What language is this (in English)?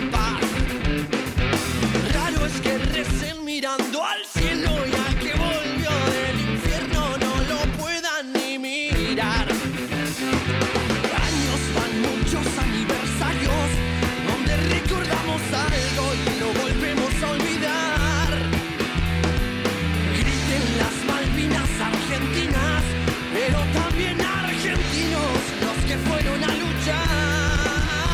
Spanish